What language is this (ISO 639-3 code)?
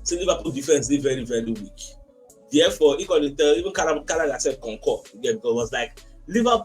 pcm